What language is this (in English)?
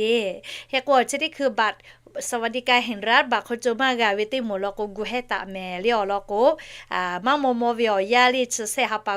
Lahu